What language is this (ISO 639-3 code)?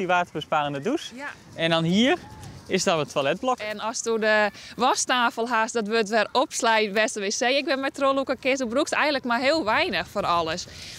fry